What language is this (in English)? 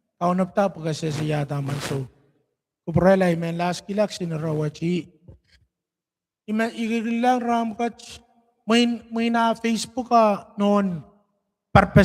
Pohnpeian